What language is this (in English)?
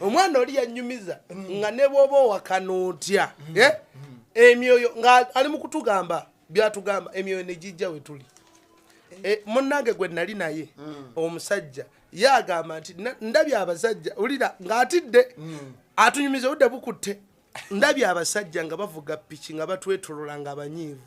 Ganda